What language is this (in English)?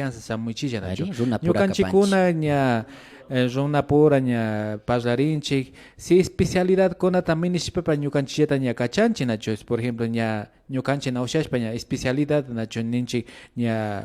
Imbabura Highland Quichua